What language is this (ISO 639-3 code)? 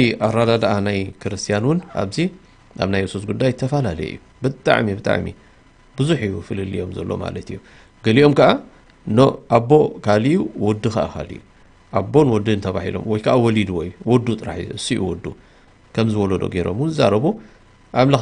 tir